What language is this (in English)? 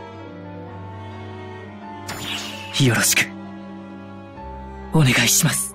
Japanese